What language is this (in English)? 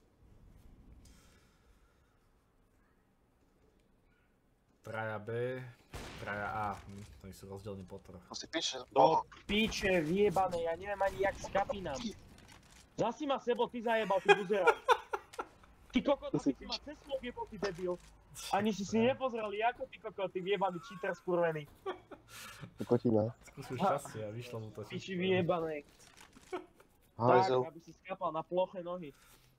Slovak